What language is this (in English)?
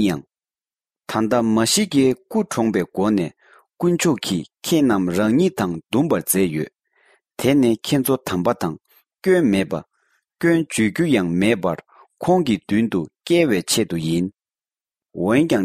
Tibetan